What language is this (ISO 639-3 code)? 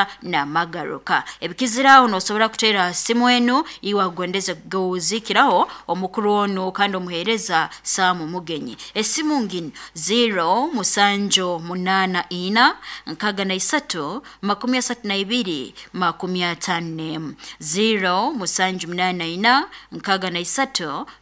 nyo